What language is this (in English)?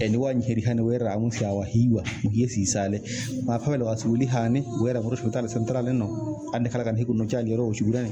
Makhuwa